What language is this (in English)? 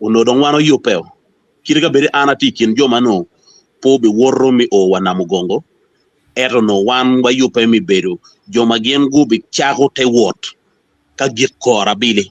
Acoli